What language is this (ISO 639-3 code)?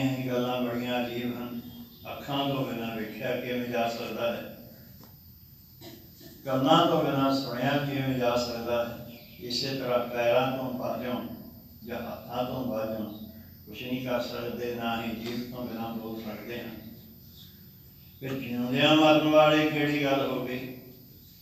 pan